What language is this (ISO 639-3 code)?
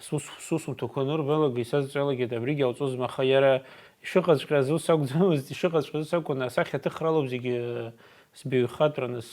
abk